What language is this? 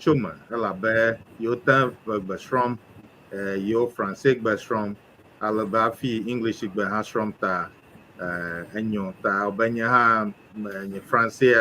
Ewe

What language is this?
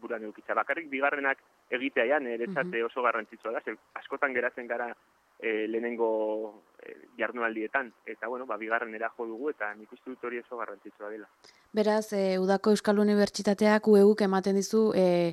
Basque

